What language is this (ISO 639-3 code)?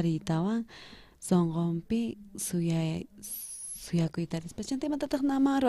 quh